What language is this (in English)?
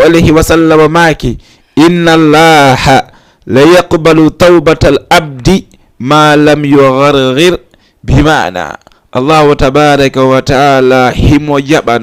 Fula